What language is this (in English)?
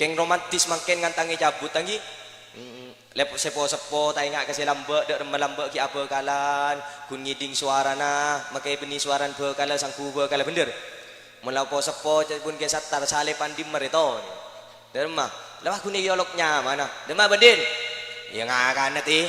Madurese